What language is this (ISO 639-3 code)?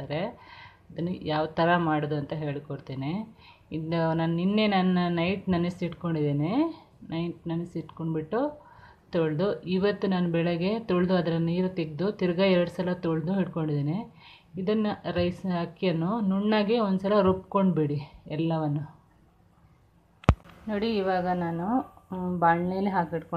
kan